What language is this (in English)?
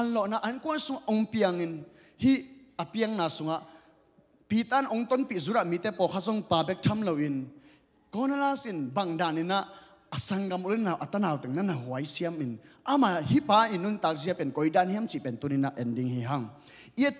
Tedim Chin